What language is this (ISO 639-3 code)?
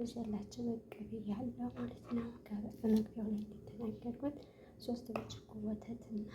amh